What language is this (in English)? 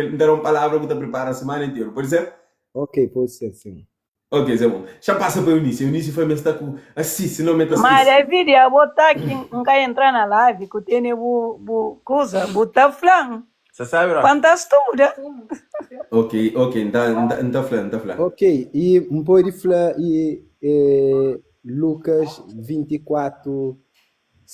Kabuverdianu